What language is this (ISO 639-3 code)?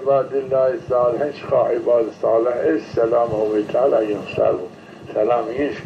zza